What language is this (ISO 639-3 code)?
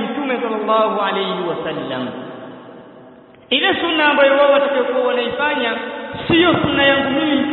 swa